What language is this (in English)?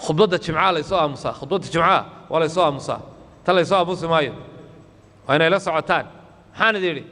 Somali